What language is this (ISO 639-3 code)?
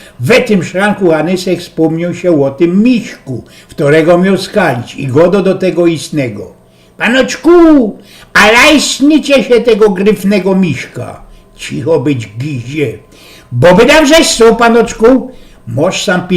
szl